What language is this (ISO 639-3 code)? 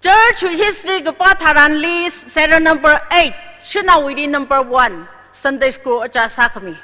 nmf